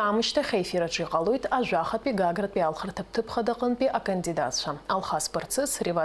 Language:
Abkhazian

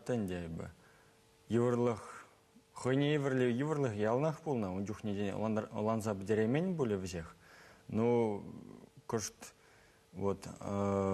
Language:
Chuvash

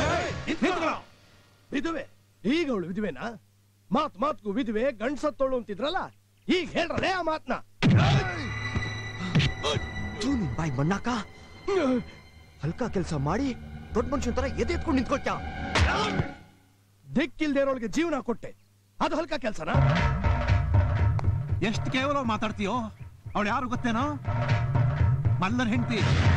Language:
Kannada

